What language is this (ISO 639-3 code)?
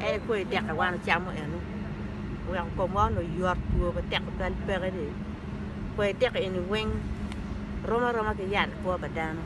ach